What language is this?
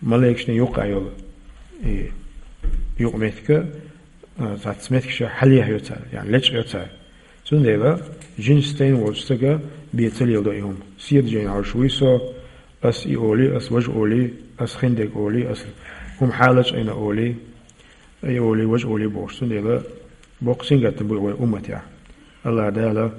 Chechen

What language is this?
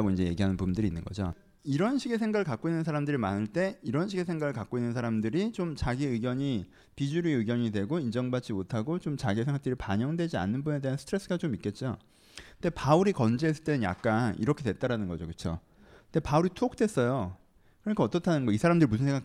Korean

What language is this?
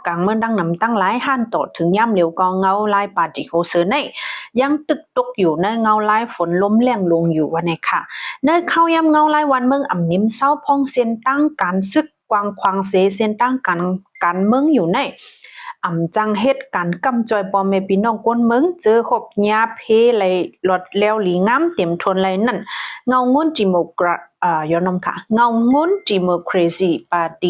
Shan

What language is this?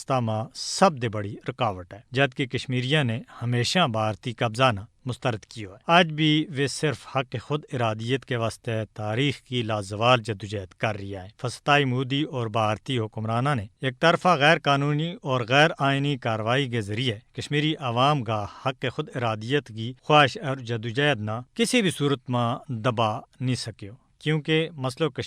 Gujari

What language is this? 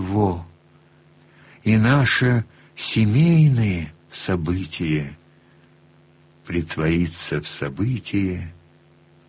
Russian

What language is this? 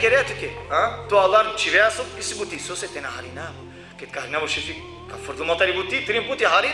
Balkan Romani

